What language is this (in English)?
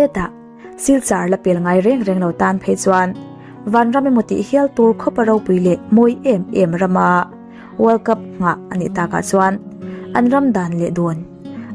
Mizo